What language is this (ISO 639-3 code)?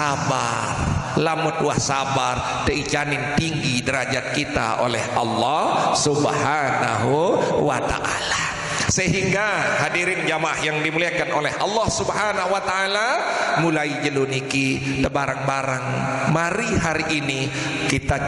sas